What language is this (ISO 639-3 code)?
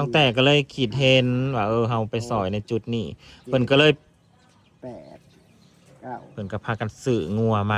tts